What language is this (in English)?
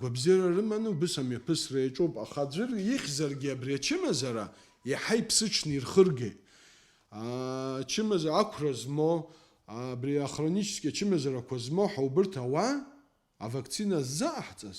Abkhazian